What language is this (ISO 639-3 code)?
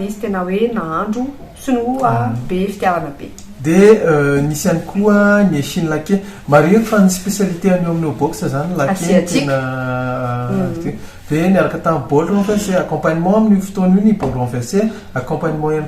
mlg